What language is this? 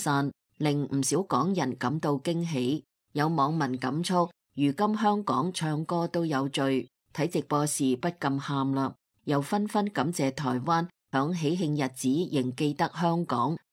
Cantonese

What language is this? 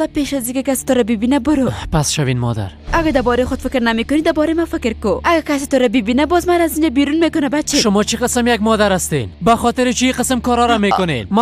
Persian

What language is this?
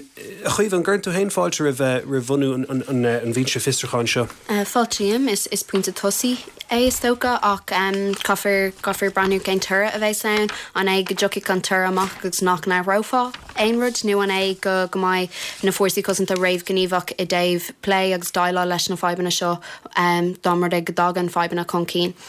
Irish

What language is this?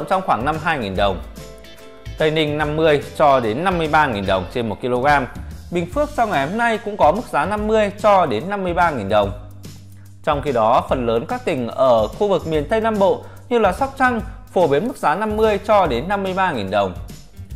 Vietnamese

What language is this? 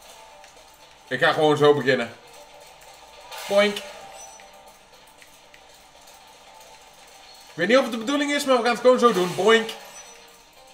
Dutch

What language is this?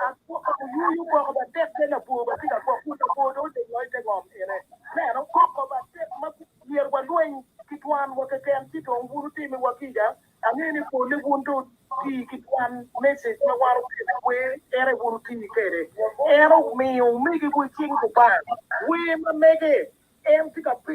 Acoli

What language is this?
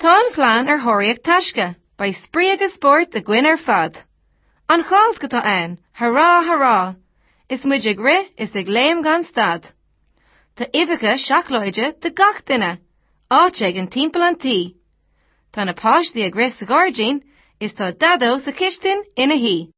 Irish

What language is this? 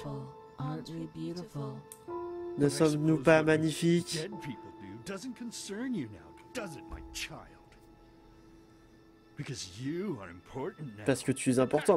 French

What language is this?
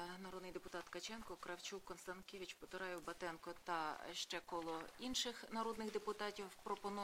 Ukrainian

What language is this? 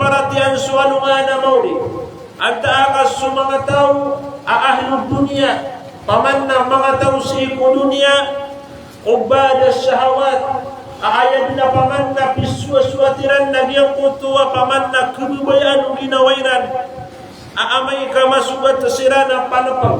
Maranao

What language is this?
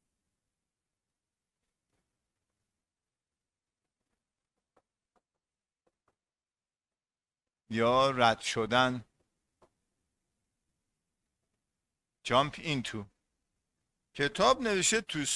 Persian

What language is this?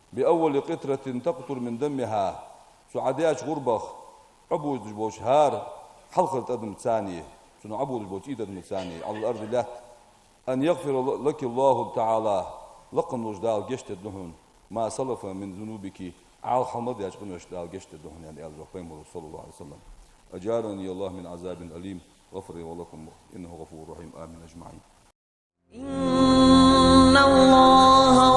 Ingush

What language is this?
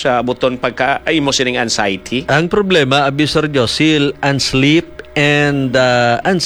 Hiligaynon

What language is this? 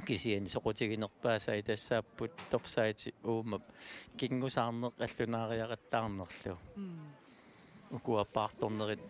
Kalaallisut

